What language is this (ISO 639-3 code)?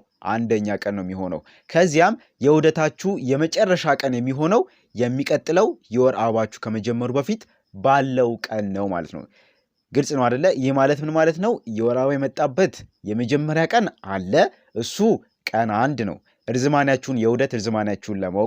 amh